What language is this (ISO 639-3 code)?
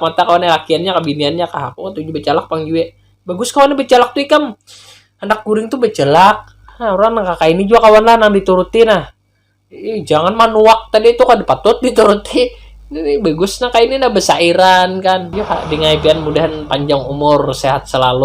bjn